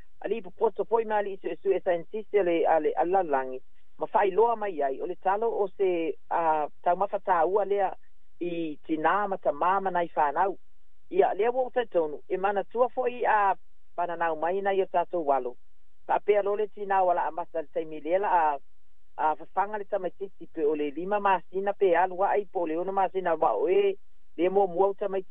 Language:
Samoan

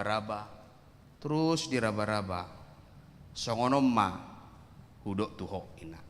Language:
Batak Toba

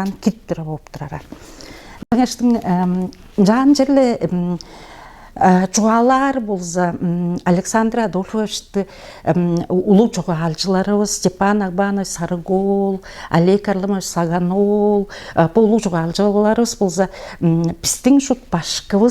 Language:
Tuvinian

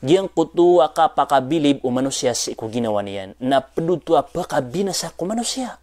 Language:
Maranao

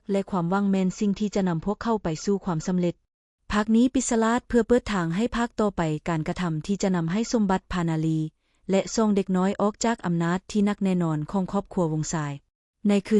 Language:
Lao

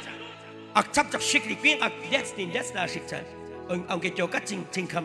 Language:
Kekchí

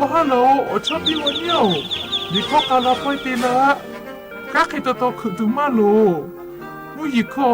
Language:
Lahu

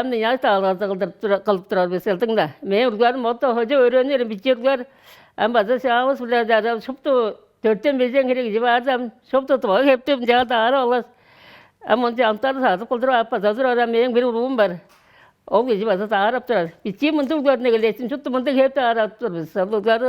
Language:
Tuvinian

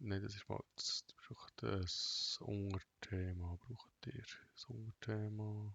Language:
Swiss German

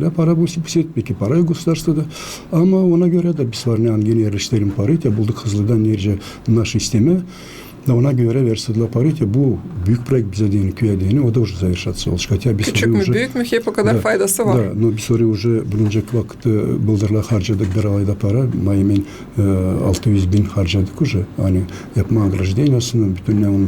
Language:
Gagauz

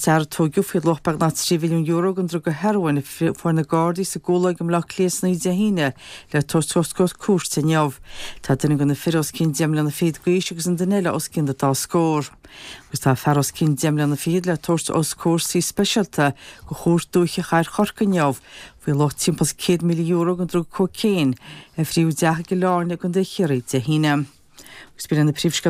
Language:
Irish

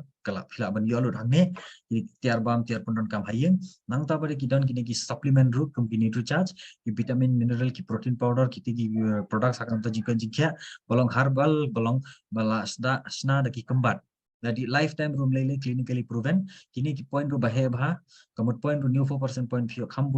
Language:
Khasi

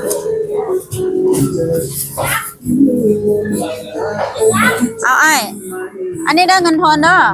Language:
Lao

